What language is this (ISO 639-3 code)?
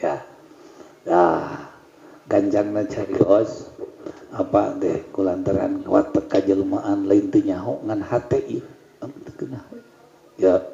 sun